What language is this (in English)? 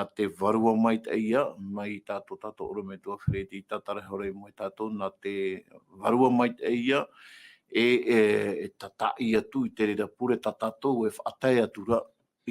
Tahitian